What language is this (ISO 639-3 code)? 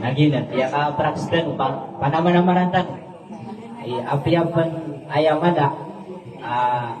mrw